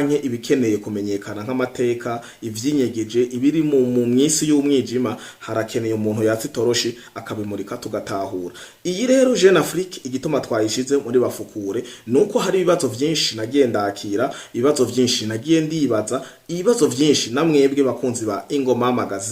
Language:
Rundi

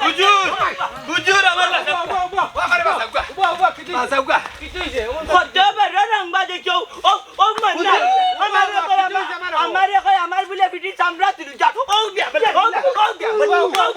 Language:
Sylheti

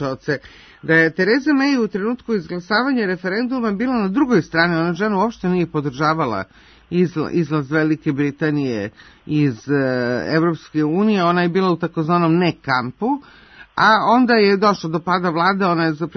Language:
Serbian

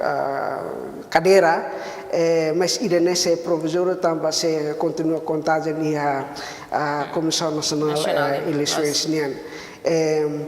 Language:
Tetum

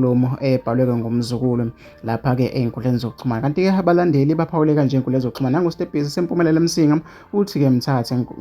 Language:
Zulu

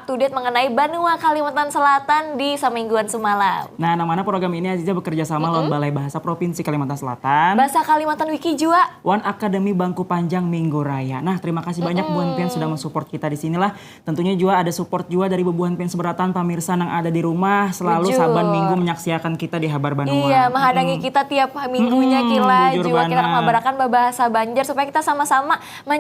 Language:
Banjar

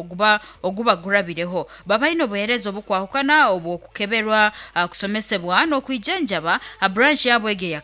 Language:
Nyoro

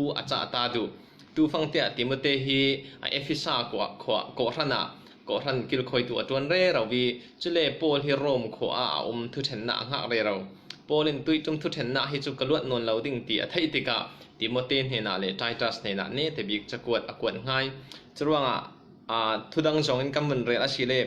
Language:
Falam Chin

